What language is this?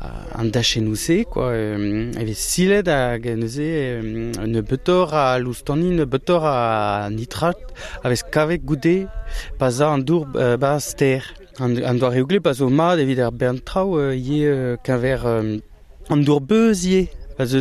Breton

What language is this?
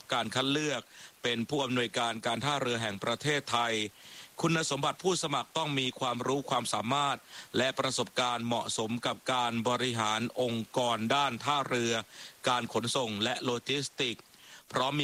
Thai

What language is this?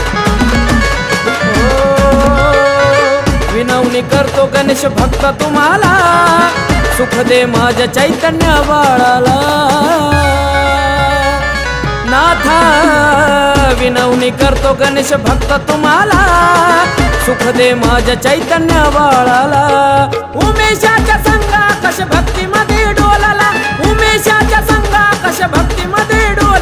Marathi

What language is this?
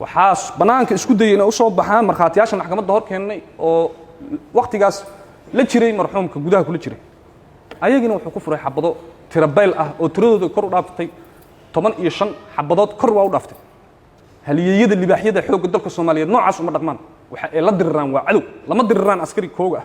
Somali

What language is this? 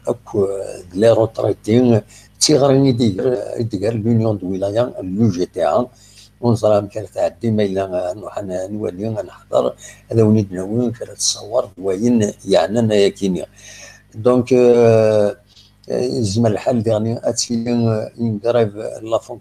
Kabyle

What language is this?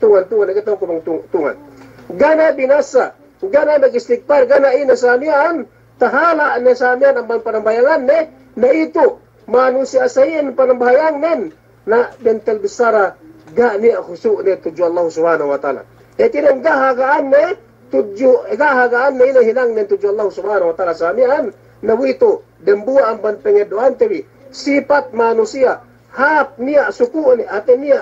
Yakan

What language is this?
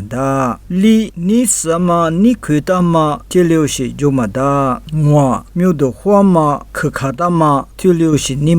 Lisu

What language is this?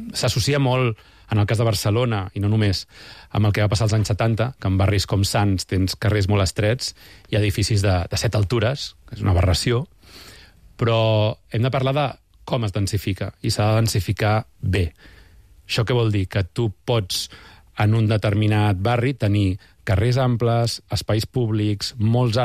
Catalan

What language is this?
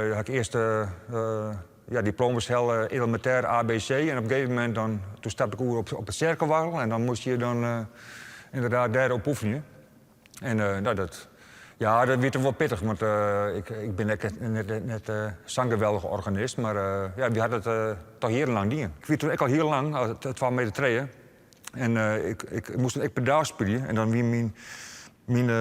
Western Frisian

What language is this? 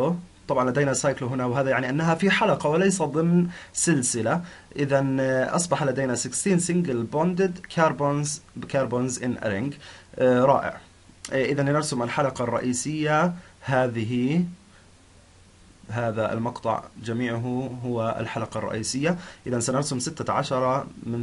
Arabic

